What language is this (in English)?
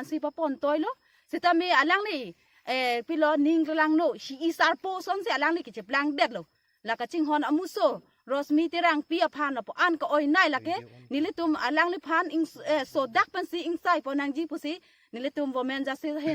Karbi